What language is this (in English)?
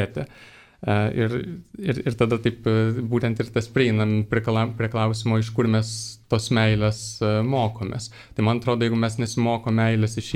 Lithuanian